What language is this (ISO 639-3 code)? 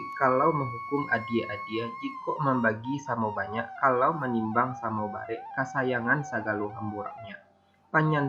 min